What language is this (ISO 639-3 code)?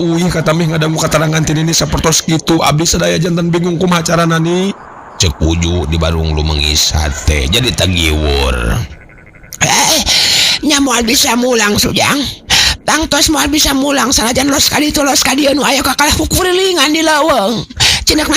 sun